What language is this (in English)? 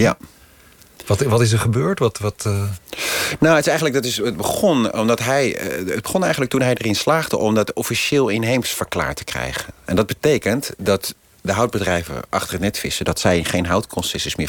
Dutch